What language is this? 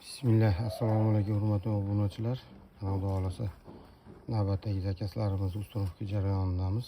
Uzbek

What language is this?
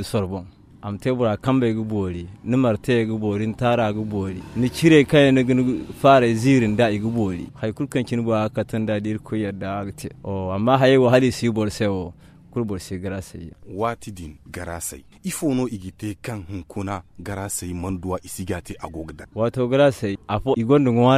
Zarma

